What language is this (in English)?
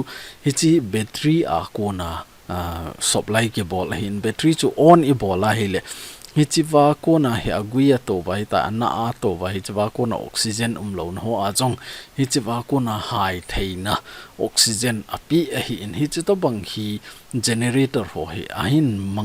Thado Chin